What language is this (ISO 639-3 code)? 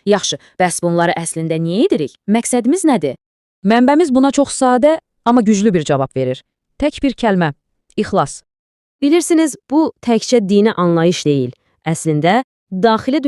aze